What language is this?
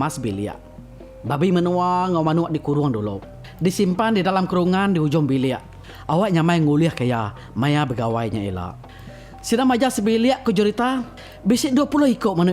Iban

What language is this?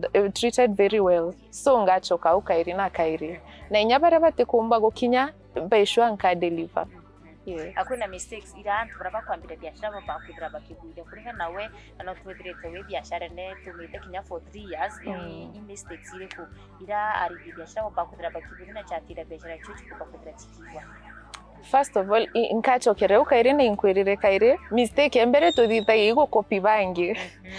Meru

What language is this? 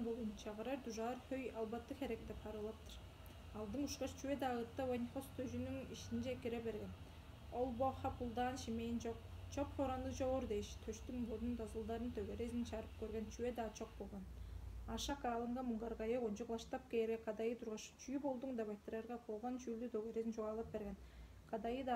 Tuvinian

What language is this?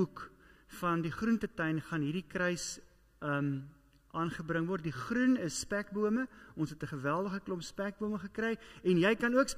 Afrikaans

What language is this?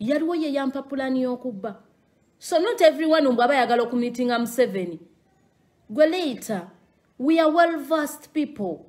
Ganda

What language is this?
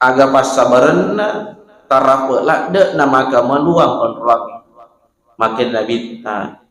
Buginese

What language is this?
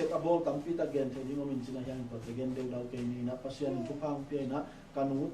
Tedim Chin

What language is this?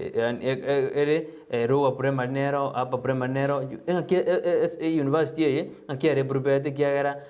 Gusii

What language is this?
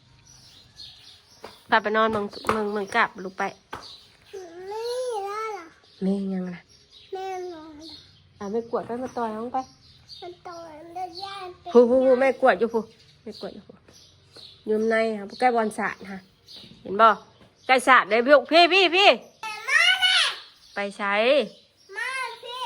Northeastern Thai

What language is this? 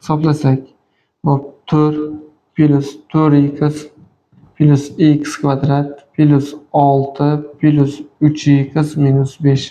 Uzbek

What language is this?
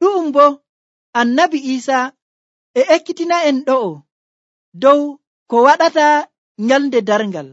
Nigerian Fulfulde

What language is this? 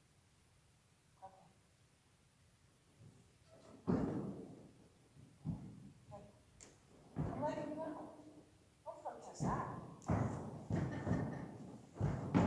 English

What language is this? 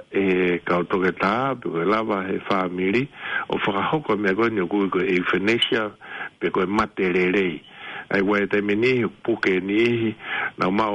Tongan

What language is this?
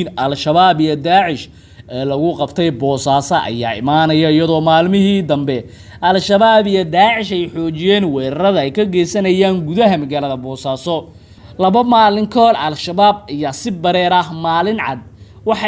Somali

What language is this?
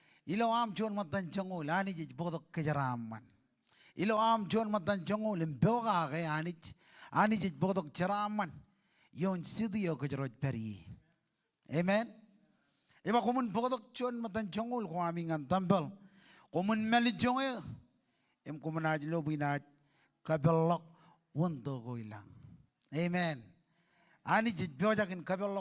Marshallese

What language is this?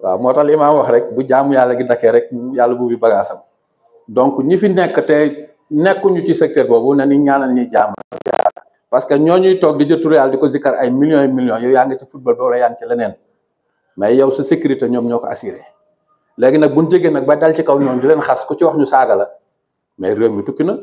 Wolof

